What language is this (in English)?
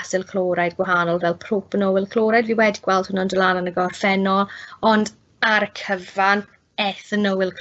Welsh